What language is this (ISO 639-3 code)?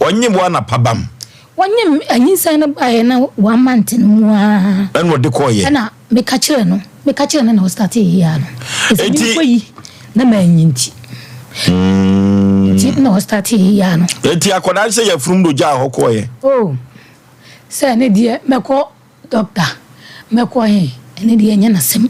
aka